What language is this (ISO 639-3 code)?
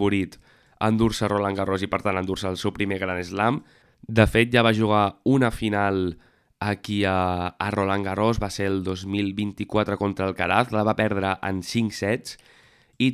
cat